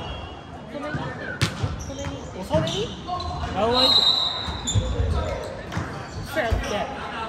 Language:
Japanese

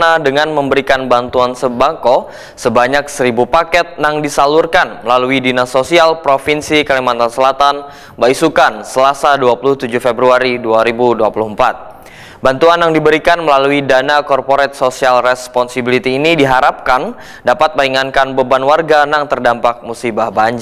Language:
Banjar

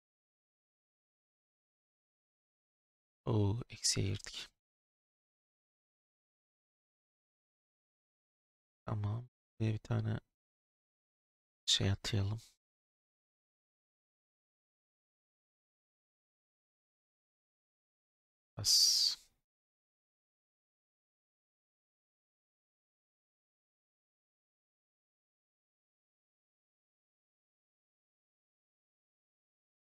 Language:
Turkish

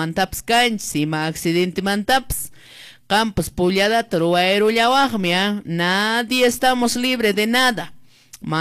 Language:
Quechua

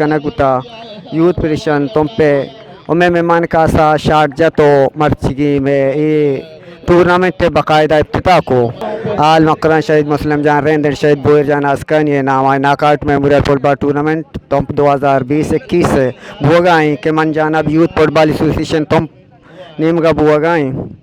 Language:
Eastern Balochi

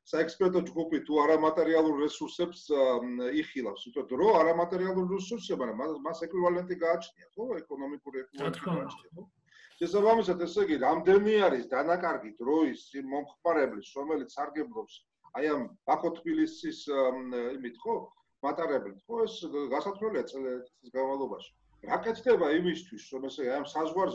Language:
Georgian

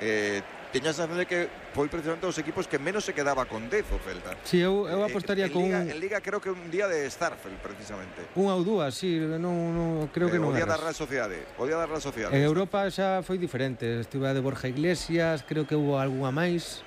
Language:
Galician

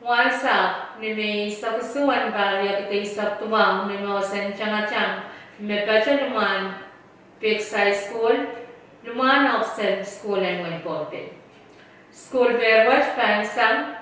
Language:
Pohnpeian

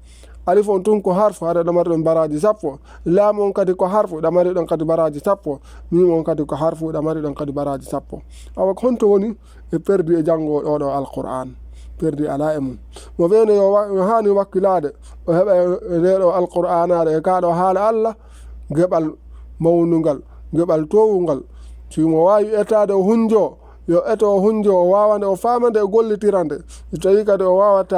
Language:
Fula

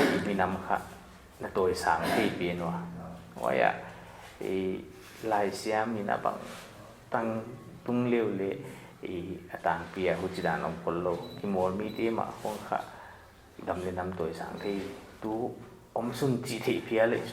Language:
Paite Chin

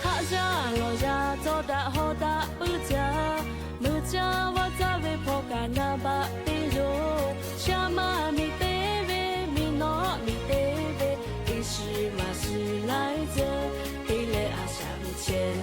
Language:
Lahu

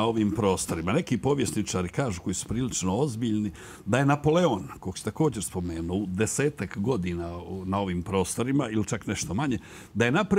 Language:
Croatian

